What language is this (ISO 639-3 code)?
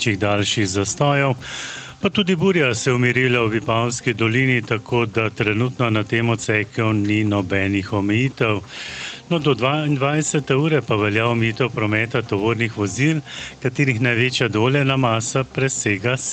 slv